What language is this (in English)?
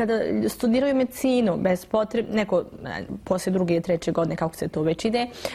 Bosnian